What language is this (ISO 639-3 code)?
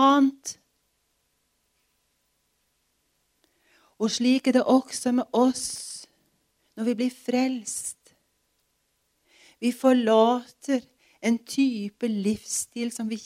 nor